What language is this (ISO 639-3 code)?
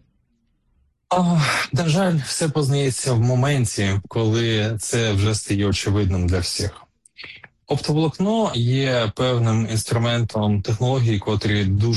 ukr